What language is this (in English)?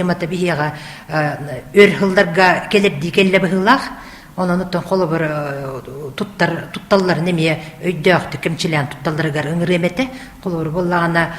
Yakut